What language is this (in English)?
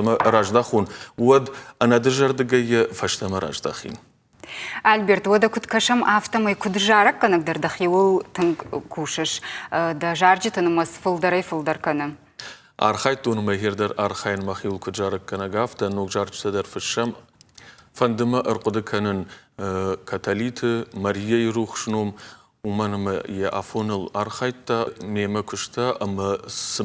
Ossetic